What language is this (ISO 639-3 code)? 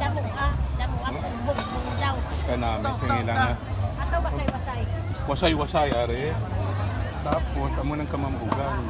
hil